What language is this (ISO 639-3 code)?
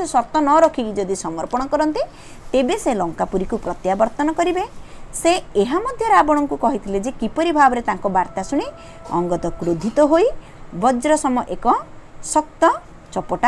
ori